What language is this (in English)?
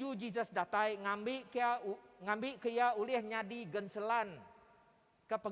Iban